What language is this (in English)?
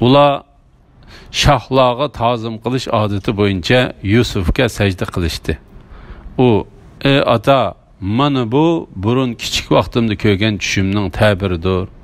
Uyghur